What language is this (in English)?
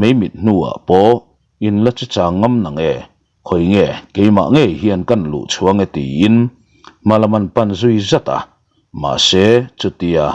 Mizo